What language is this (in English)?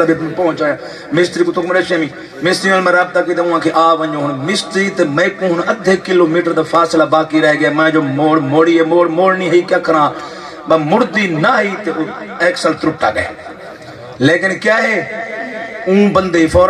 Saraiki